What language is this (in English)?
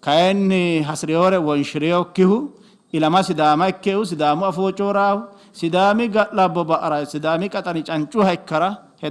Sidamo